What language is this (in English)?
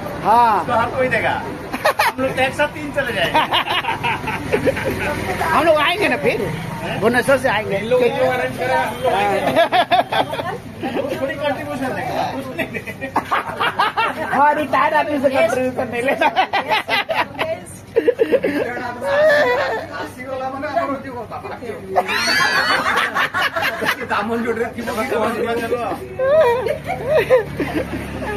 Hindi